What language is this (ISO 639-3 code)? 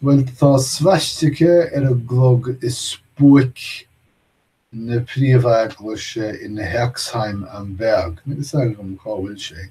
gle